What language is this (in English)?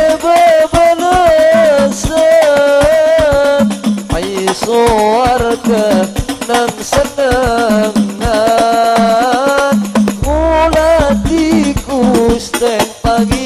Madurese